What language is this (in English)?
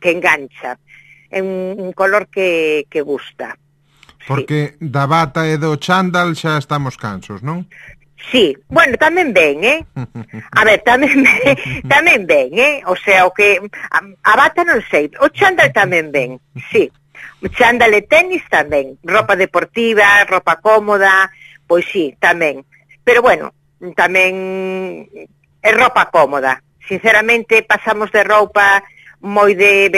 Galician